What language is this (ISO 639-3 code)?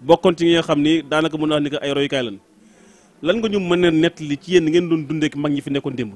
wol